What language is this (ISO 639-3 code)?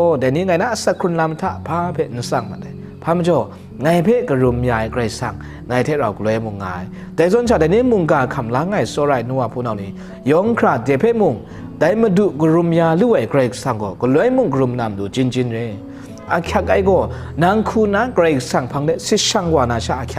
kac